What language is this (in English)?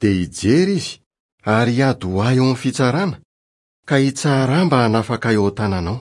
Malagasy